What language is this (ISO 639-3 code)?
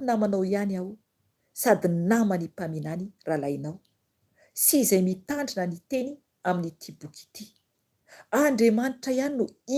mlg